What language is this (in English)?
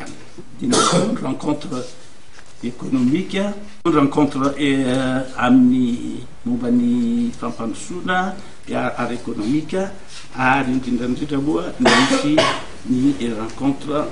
Malagasy